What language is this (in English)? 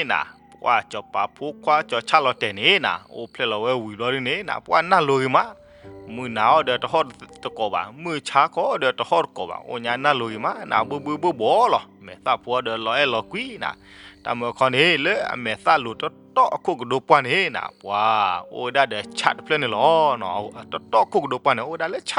S'gaw Karen